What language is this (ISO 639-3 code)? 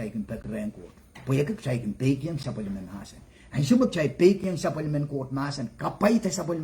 pon